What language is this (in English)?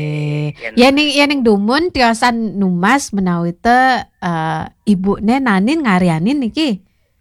Balinese